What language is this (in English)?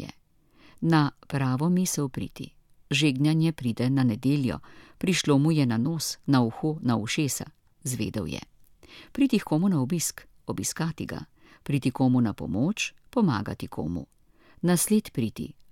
Slovenian